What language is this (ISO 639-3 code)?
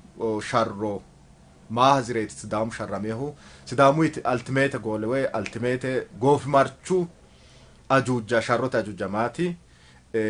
sid